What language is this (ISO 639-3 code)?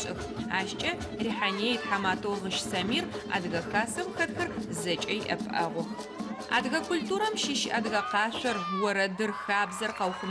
ady